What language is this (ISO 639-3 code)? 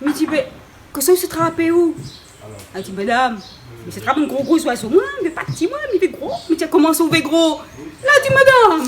rcf